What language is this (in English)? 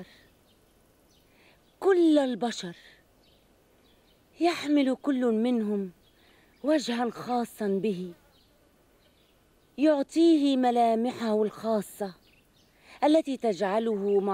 Arabic